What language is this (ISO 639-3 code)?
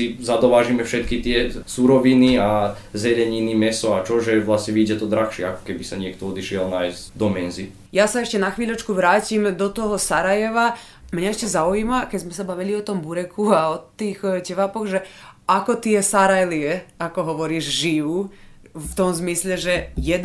slk